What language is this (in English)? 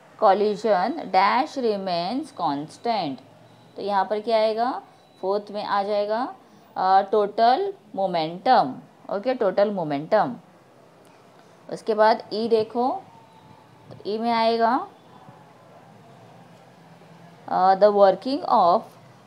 Hindi